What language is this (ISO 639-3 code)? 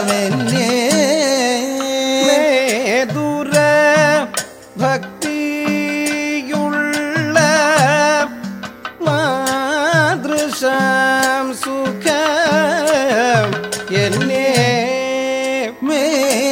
mal